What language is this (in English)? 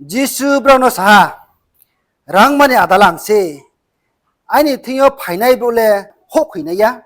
Riang (India)